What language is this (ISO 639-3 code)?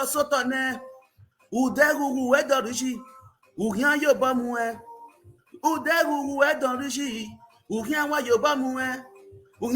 pcm